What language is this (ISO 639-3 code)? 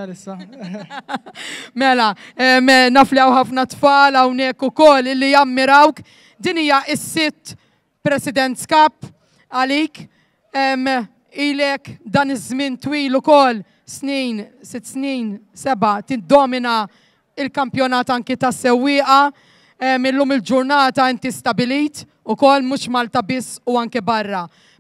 mlt